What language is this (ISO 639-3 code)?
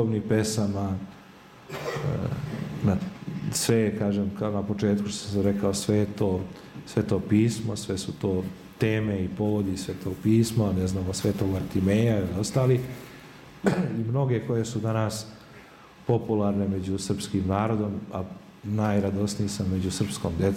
srp